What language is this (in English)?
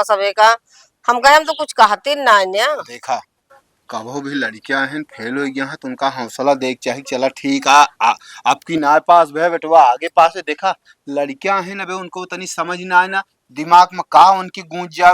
Awadhi